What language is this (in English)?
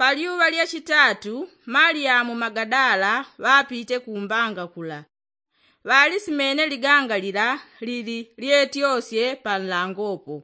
Yao